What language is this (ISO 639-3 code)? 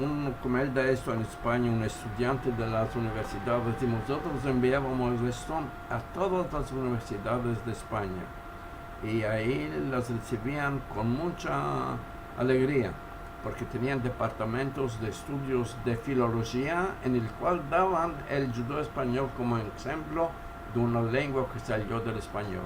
lad